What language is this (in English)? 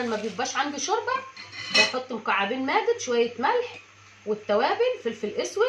Egyptian Arabic